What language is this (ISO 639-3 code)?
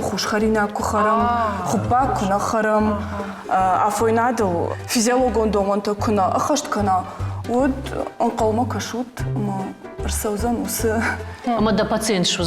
oss